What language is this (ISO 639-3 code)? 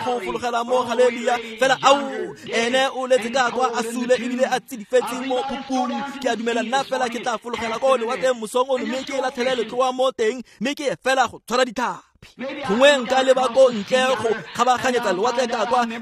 tsn